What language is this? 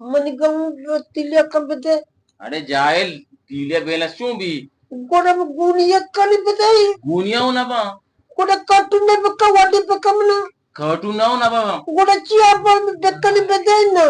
Eastern Balochi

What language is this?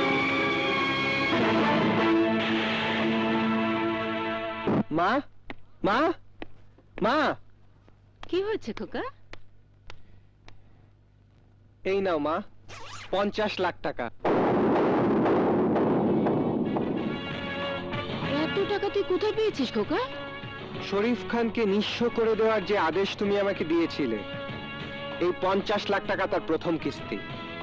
Bangla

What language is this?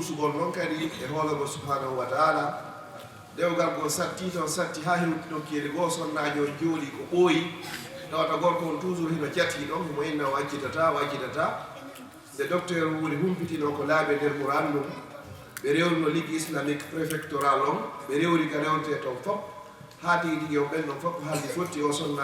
Fula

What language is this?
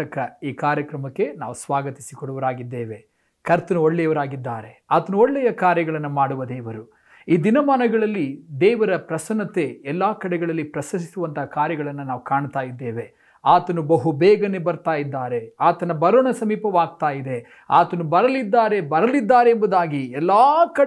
Kannada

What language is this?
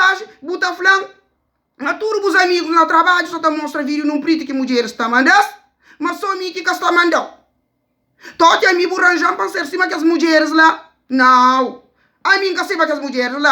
Kabuverdianu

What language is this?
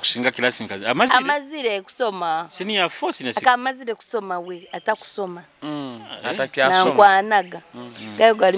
Nyoro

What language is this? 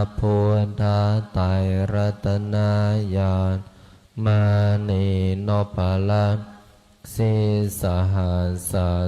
Pali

